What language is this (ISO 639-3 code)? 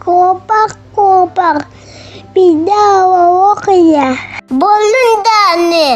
sah